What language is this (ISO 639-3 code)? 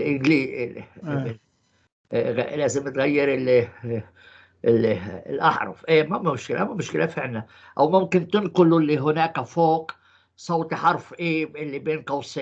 apc